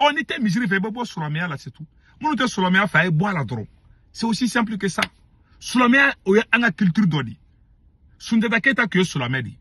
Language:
Bambara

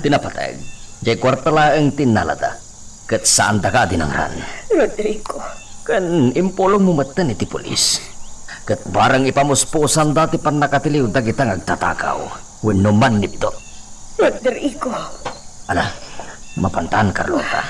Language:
Iloko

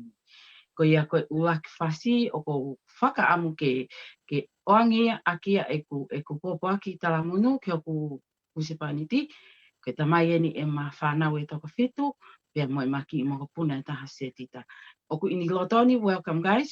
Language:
Tongan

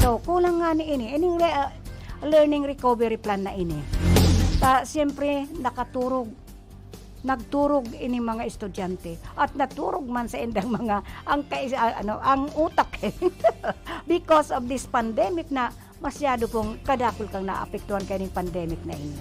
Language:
Bikol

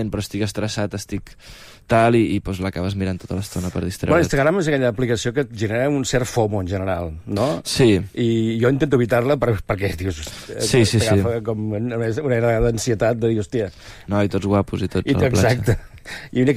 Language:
Catalan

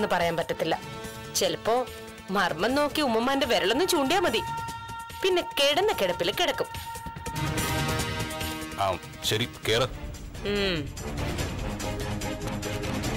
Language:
Malayalam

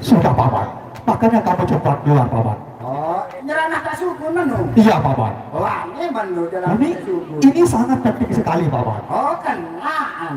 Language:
Sasak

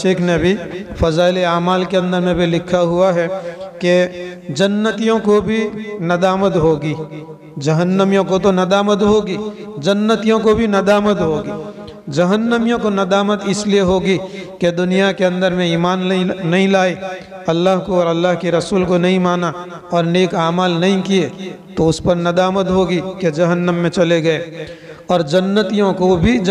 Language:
Urdu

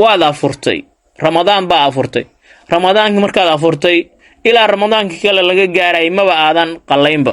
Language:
Somali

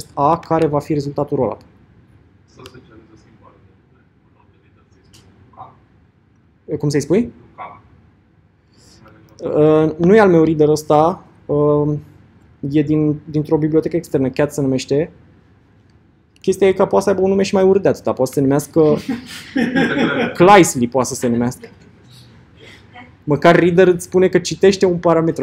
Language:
Romanian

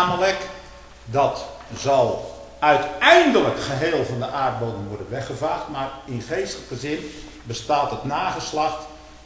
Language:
Dutch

